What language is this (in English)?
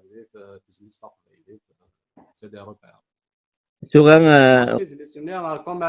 Kabyle